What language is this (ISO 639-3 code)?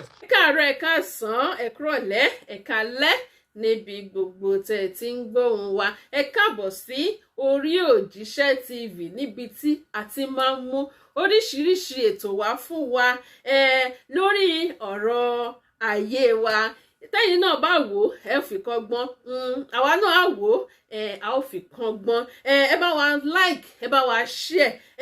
yor